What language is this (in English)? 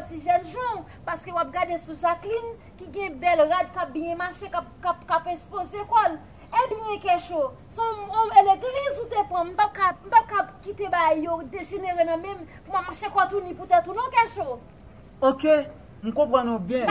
Haitian Creole